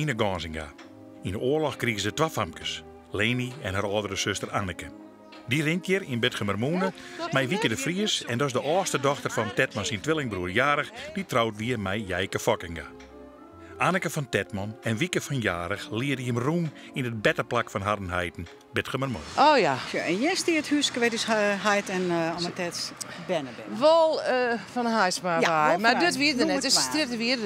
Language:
Western Frisian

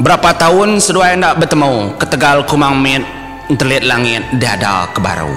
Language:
Iban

